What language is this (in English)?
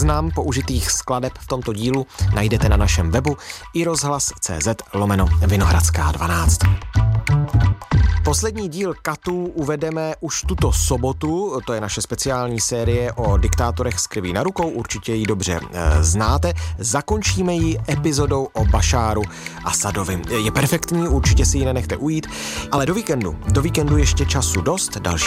Czech